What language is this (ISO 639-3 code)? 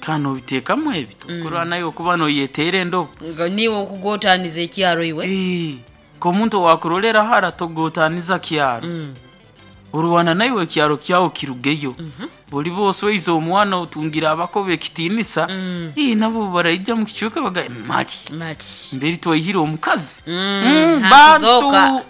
nyo